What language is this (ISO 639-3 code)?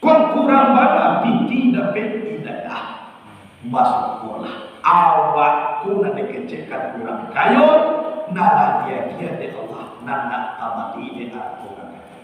min